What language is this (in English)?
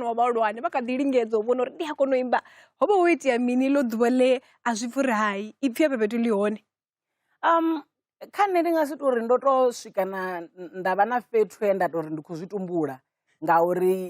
Venda